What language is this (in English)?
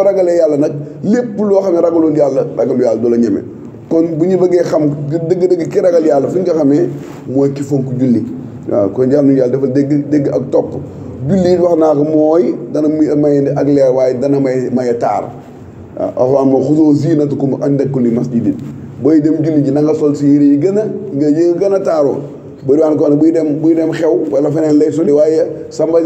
Wolof